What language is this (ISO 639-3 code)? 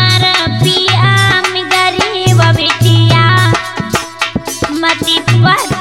bho